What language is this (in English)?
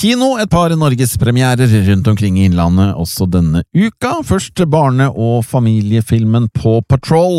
Norwegian